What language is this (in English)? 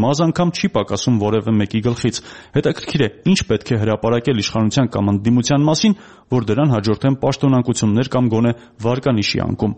Armenian